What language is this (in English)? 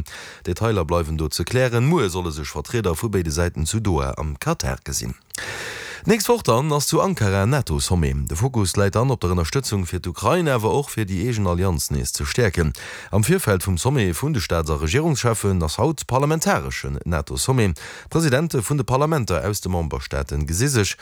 Luxembourgish